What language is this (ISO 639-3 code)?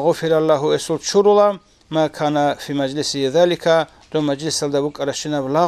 ava